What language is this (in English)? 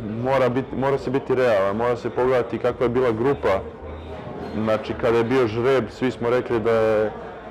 Serbian